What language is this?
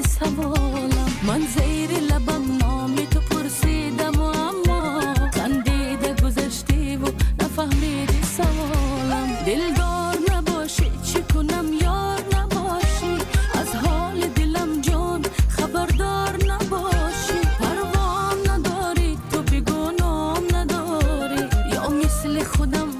Tajik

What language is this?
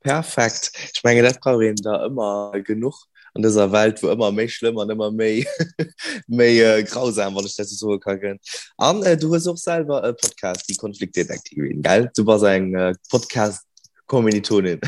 Luxembourgish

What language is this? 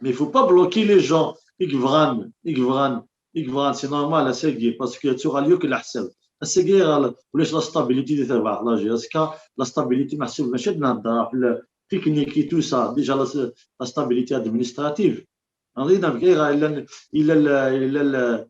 Kabyle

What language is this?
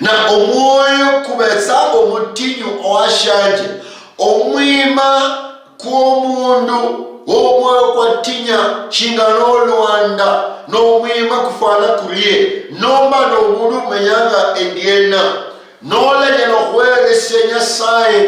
Luyia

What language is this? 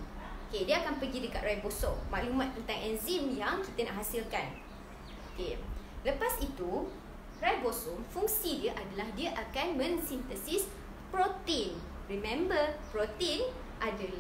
Malay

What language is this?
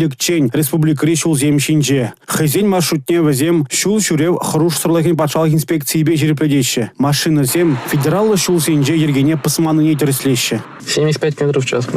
Chuvash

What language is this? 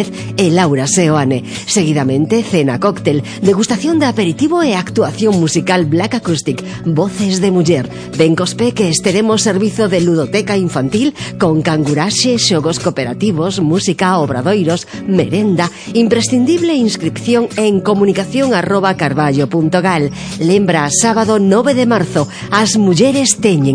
Galician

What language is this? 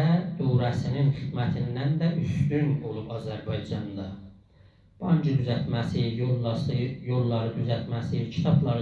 South Azerbaijani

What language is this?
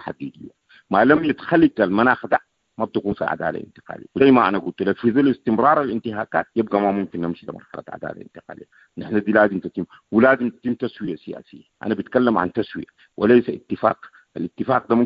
Sudanese Arabic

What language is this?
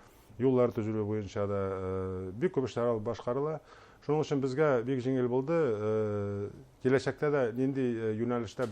Bashkir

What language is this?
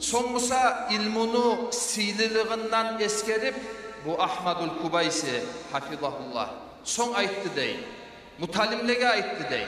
Kumyk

